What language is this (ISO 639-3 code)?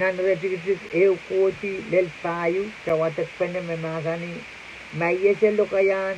pon